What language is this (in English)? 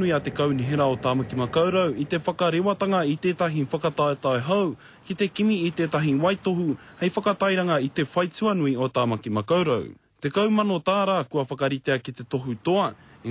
Māori